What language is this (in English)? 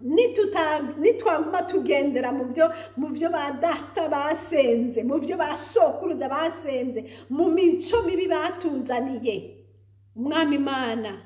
Rundi